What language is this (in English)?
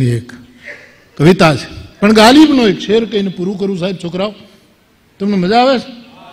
Gujarati